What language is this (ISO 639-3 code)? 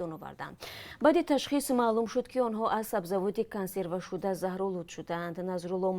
tgk